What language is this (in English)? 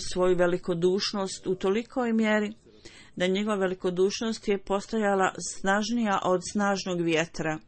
Bosnian